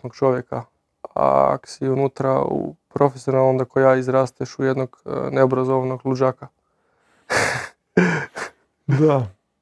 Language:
Croatian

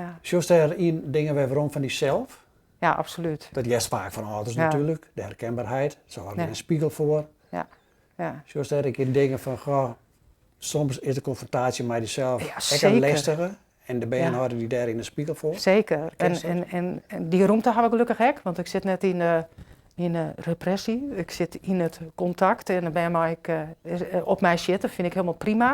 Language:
Western Frisian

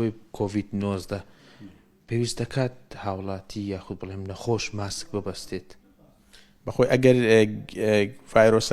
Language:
Central Kurdish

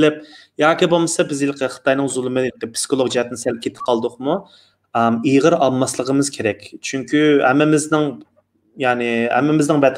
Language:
Uyghur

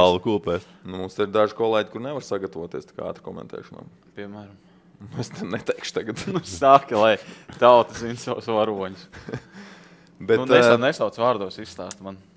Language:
Latvian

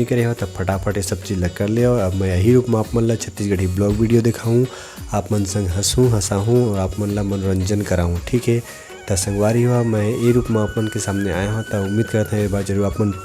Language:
Chhattisgarhi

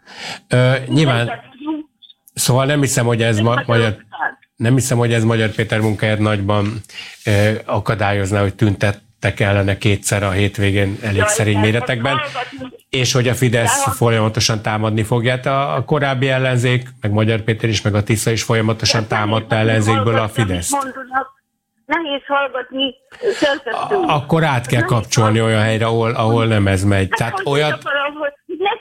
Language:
Hungarian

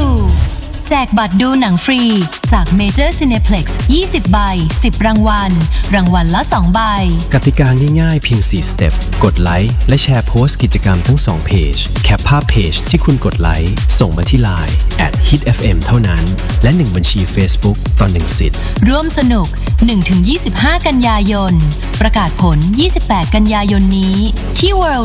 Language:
Thai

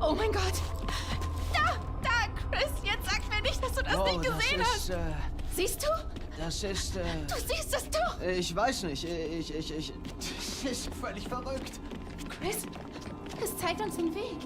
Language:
Bavarian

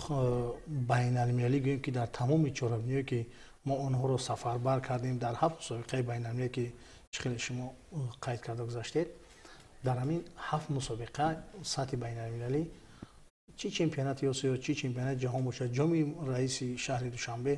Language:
Tajik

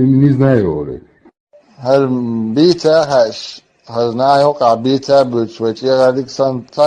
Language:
Chechen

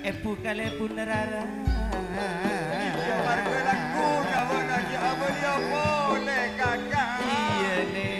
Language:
Madurese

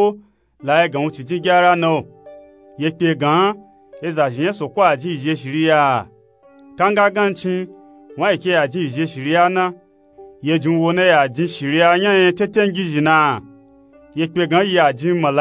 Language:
Nupe-Nupe-Tako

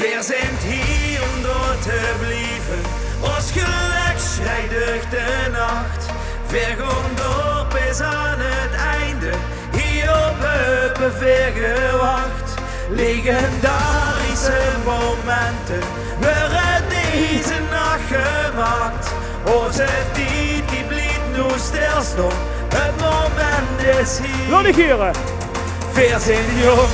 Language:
Limburgish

